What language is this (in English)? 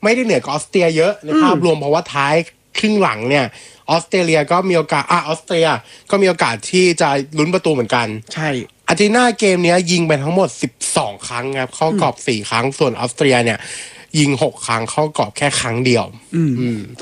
Thai